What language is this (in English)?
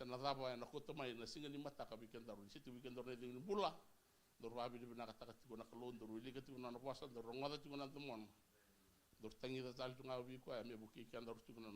Fijian